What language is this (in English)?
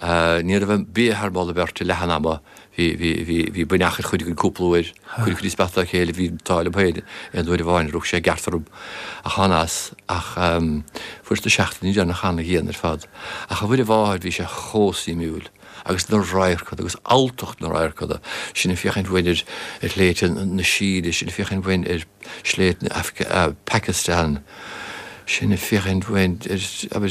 Irish